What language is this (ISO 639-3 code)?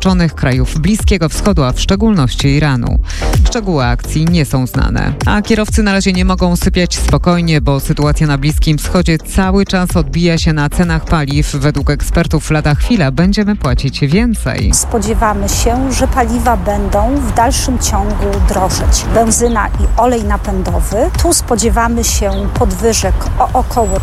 pol